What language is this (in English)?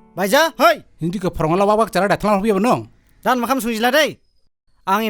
Dimasa